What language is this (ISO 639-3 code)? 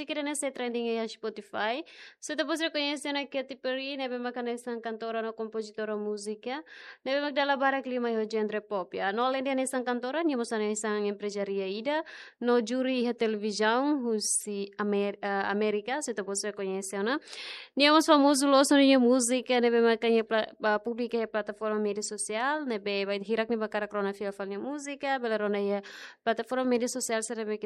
tet